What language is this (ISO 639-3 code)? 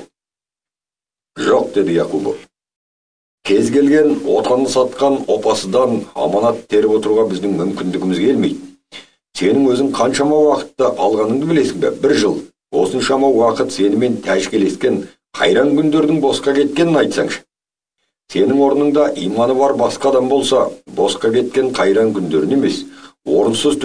kaz